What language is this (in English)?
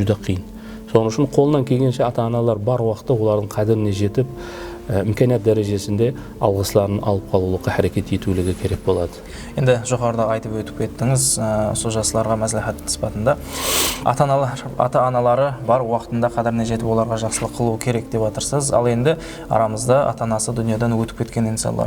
Kara-Kalpak